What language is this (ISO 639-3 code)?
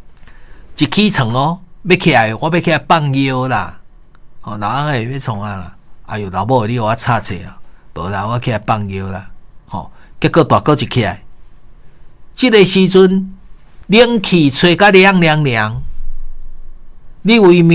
nan